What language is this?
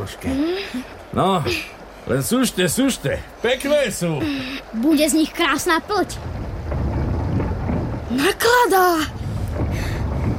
Slovak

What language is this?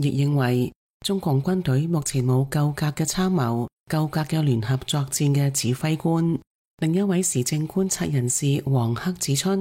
Cantonese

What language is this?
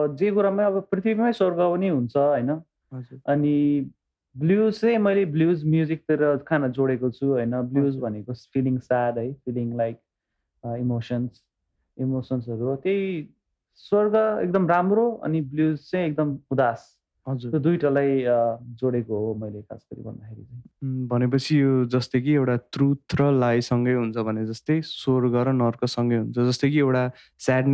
Nepali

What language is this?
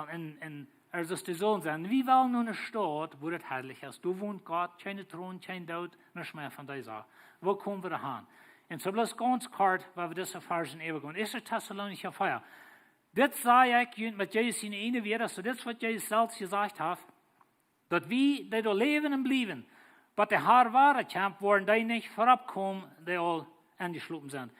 Plautdietsch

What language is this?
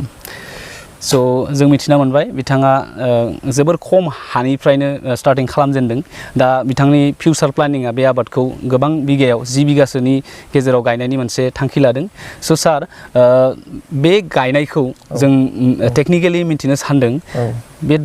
Bodo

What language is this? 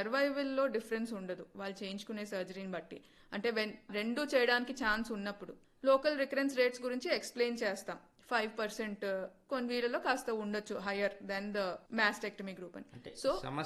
Telugu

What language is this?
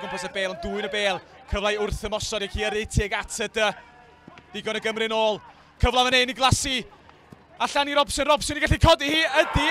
Welsh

